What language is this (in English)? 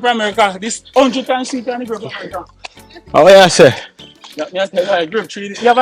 Jamaican Creole English